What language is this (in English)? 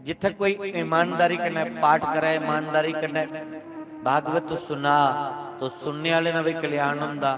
Dogri